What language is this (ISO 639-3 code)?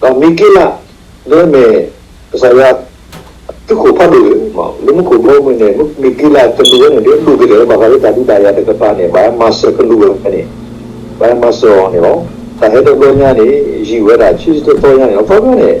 ksw